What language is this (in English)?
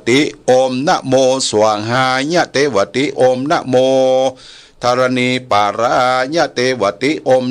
Pali